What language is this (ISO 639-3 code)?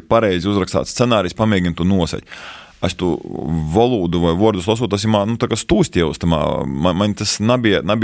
lav